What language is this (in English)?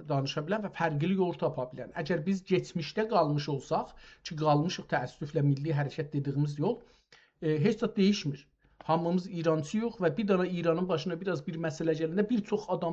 South Azerbaijani